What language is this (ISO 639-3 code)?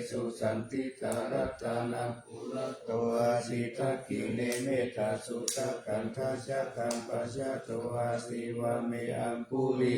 pli